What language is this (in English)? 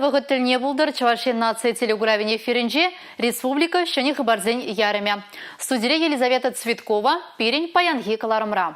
Chuvash